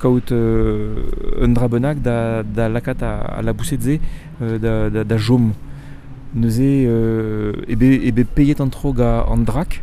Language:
Breton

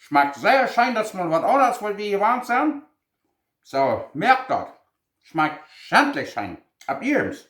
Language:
Plautdietsch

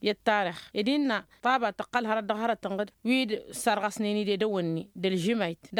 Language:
Tamasheq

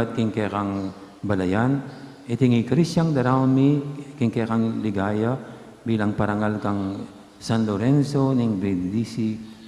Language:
Pampanga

